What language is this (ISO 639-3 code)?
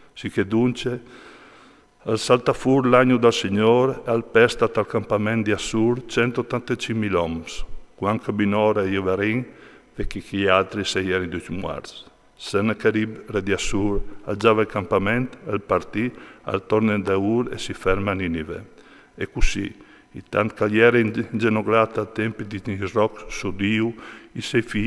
fur